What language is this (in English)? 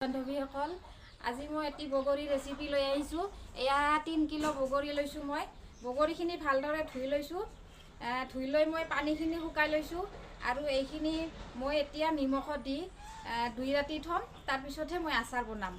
Assamese